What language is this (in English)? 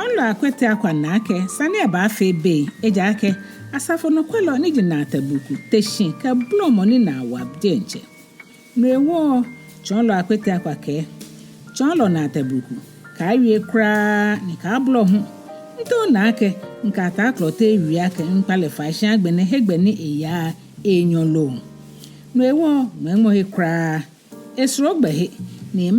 Ga